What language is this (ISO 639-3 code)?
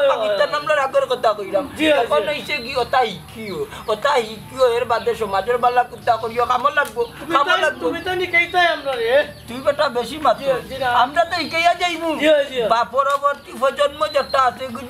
syl